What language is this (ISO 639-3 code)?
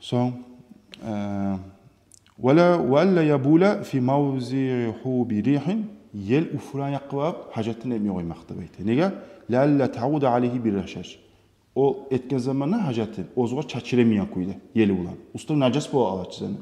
kum